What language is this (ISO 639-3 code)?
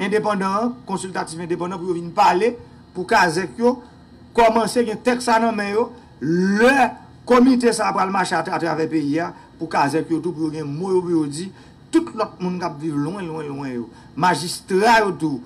hat